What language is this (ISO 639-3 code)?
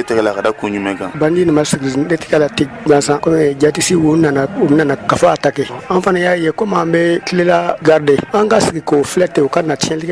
bam